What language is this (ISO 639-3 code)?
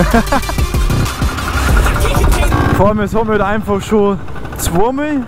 bar